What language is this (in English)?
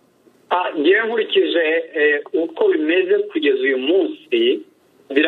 Kinyarwanda